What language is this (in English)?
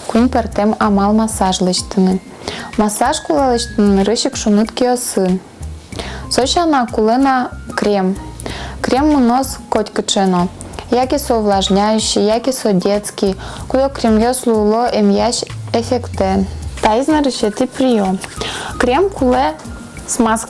Udmurt